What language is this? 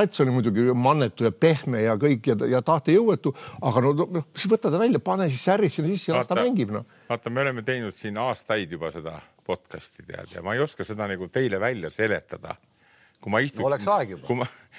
Estonian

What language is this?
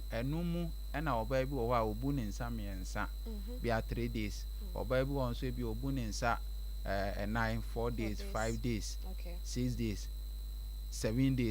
Akan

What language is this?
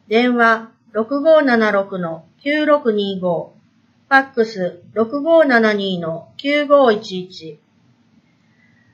Japanese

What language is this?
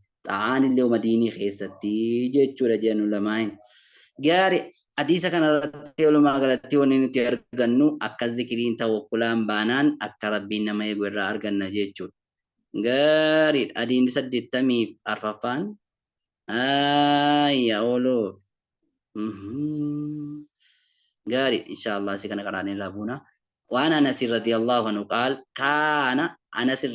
Oromo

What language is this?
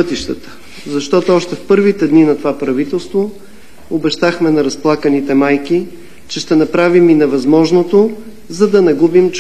Bulgarian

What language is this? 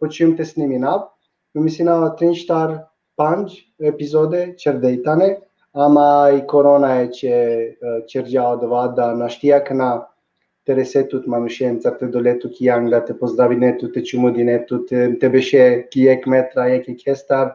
Balkan Romani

